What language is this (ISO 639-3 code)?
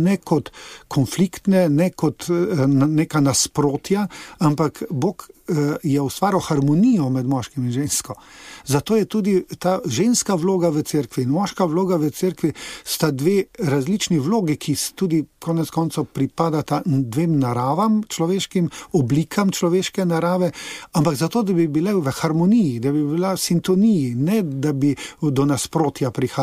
slv